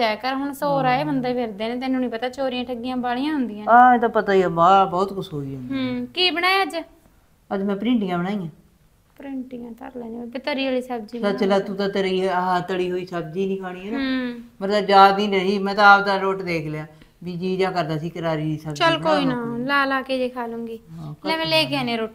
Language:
Punjabi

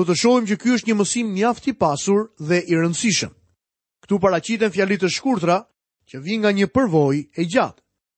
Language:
Albanian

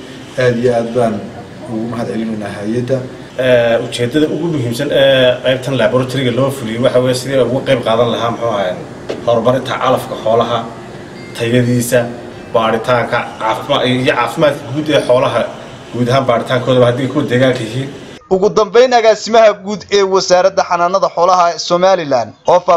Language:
Somali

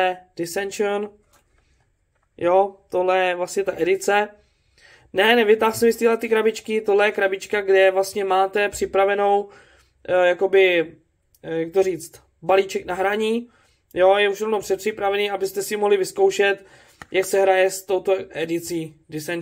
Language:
Czech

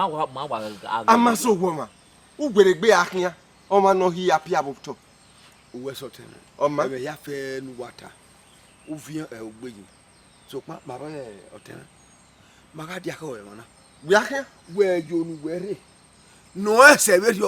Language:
Bini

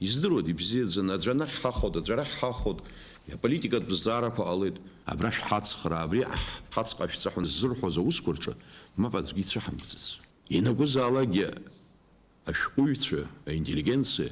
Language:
Abkhazian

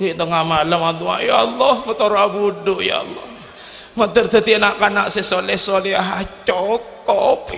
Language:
Madurese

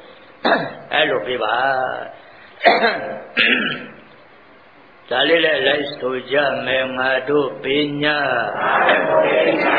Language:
Burmese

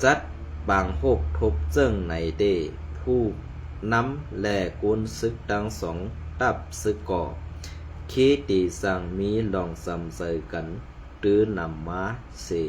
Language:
Shan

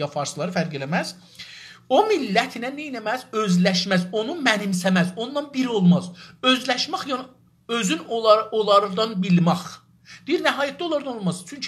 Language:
South Azerbaijani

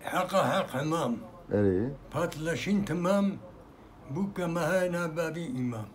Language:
Kurdish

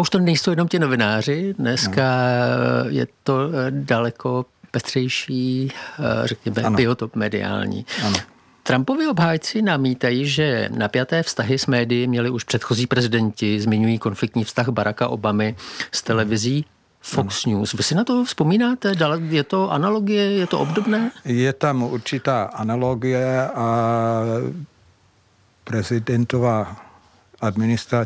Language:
Czech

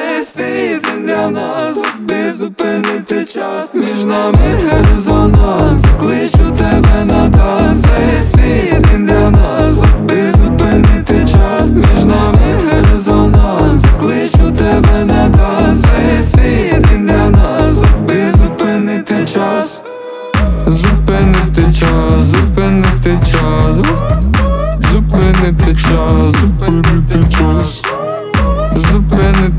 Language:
Ukrainian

